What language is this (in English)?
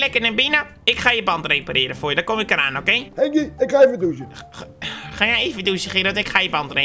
Dutch